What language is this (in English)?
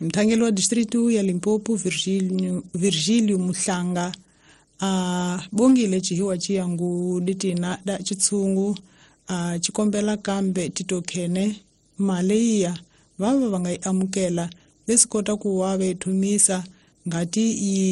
Tsonga